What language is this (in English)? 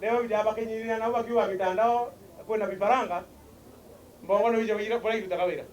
Meru